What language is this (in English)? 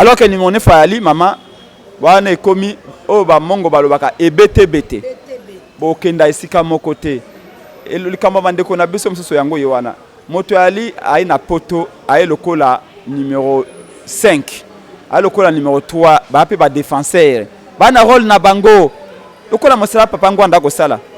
Lingala